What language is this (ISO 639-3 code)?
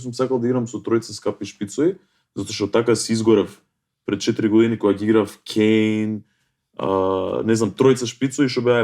mkd